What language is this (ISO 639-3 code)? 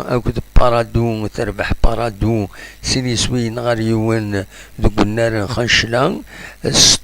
kab